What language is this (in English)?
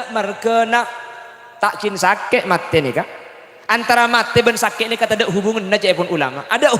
Madurese